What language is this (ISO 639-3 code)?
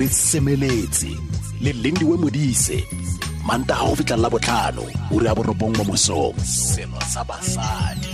tsn